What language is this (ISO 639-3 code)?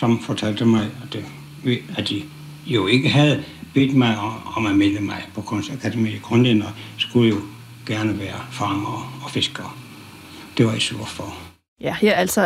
dan